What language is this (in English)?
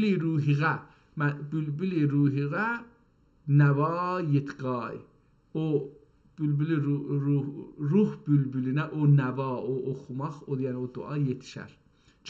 South Azerbaijani